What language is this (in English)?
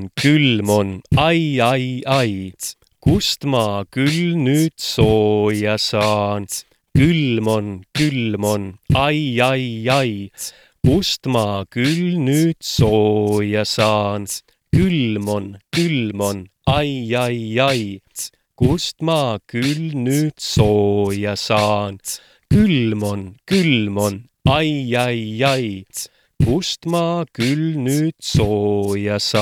Estonian